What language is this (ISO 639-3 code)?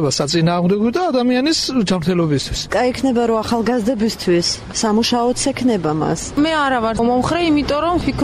kat